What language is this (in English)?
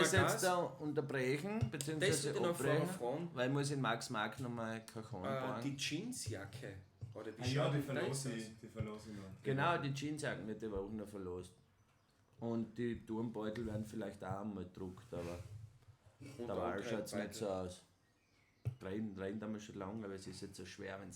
Bavarian